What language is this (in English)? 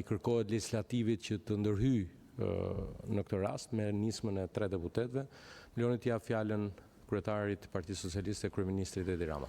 Albanian